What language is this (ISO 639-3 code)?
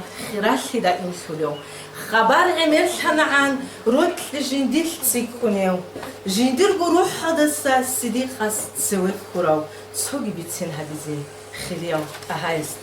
ava